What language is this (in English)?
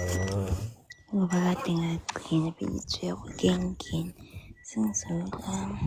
Zulu